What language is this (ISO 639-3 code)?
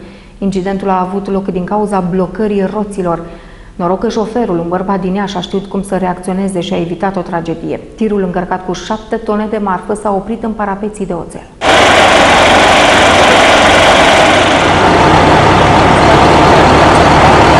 ron